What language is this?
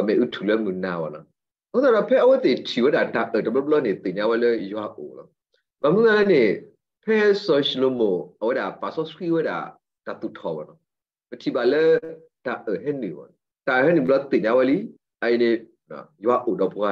S'gaw Karen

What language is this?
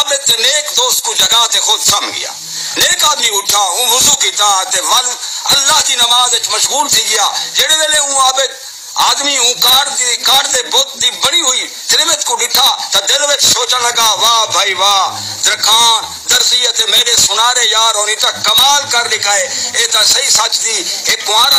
Saraiki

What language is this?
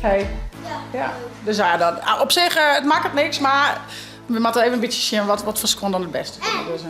Western Frisian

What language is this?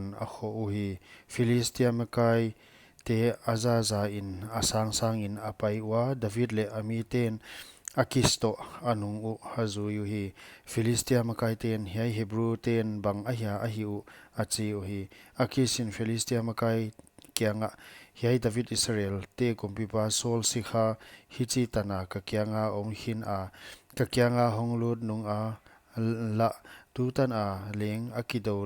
Paite Chin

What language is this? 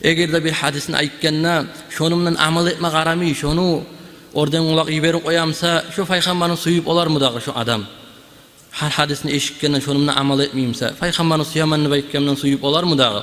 Kumyk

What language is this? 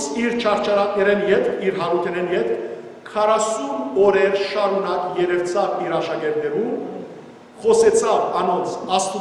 Western Armenian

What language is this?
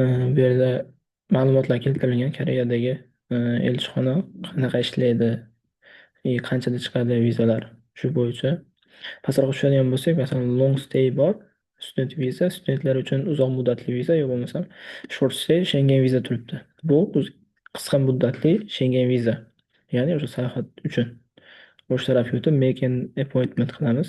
Uzbek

